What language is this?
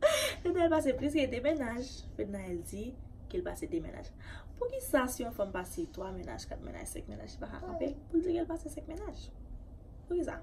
Haitian Creole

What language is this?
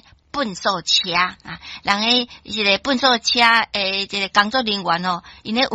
Min Nan Chinese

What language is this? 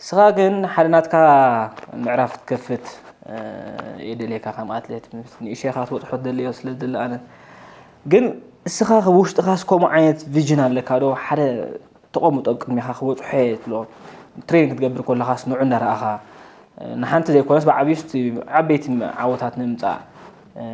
Tigrinya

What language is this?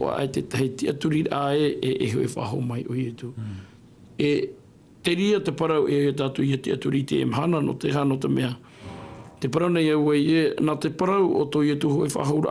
Tahitian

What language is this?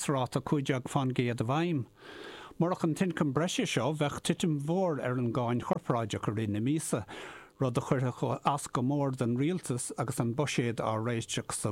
Irish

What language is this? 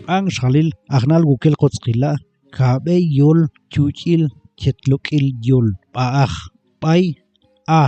Tektiteko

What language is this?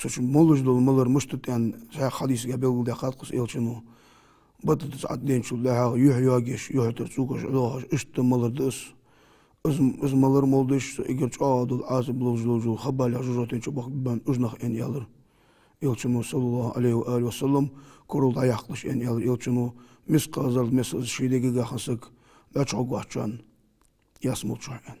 Ingush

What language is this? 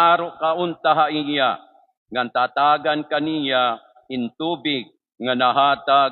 Waray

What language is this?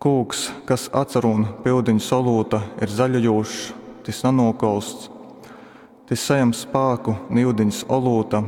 Latgalian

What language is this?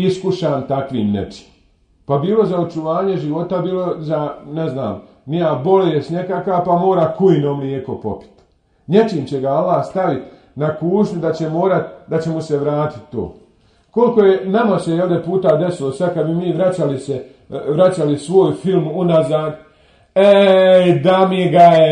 Bosnian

